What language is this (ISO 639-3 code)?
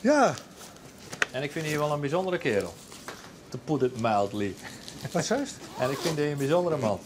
fry